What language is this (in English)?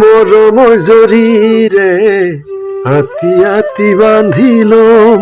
Assamese